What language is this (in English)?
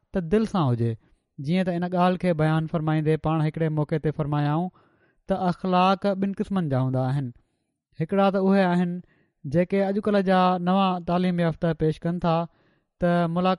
Sindhi